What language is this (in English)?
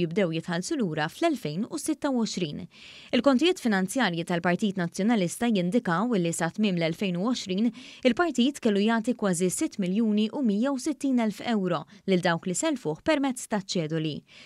Maltese